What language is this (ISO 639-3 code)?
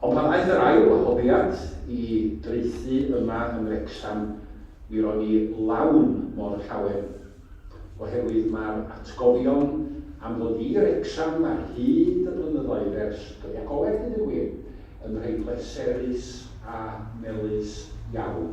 cym